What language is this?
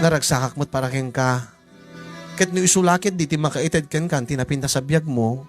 Iloko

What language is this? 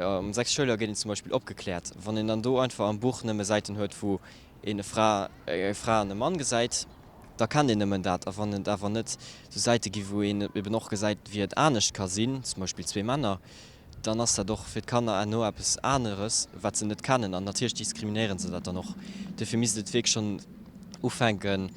Luxembourgish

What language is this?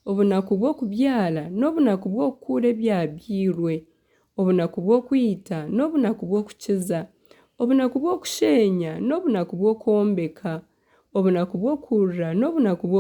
Nyankole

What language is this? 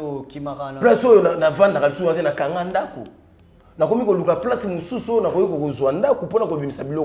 Lingala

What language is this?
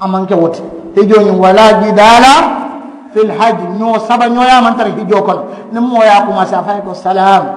Mandingo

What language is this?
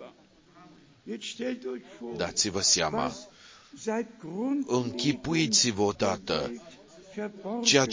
Romanian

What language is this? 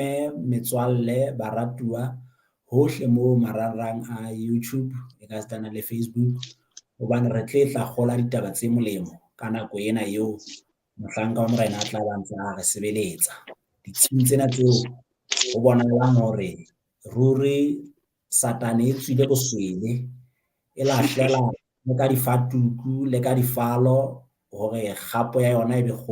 Southern Sotho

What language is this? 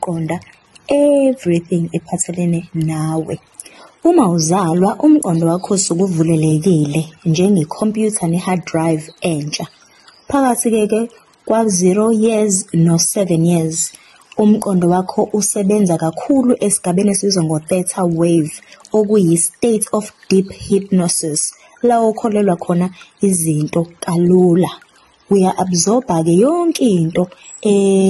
Zulu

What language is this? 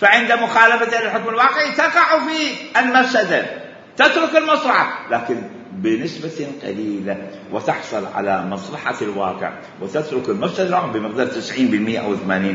Mesopotamian Arabic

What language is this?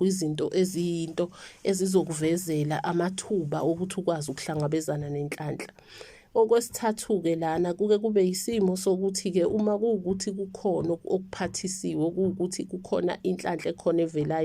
Zulu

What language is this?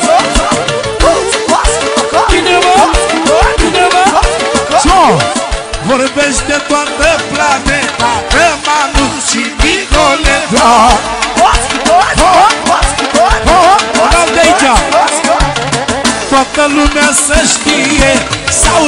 Romanian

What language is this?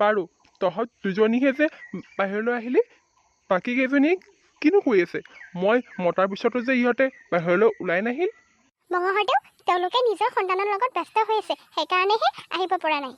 Assamese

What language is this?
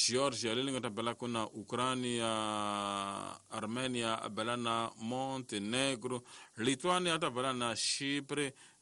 Tsonga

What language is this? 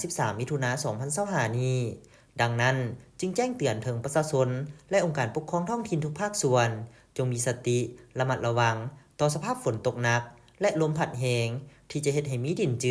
Lao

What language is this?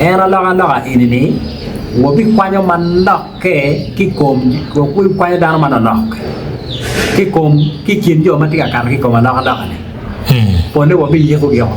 Acoli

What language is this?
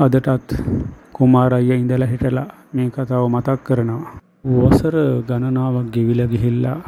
Sinhala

